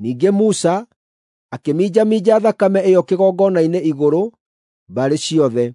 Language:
Kikuyu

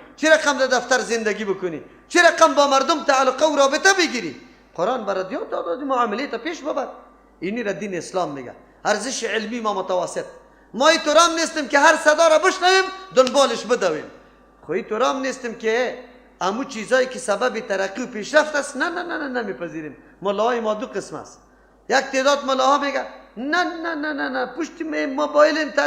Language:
Persian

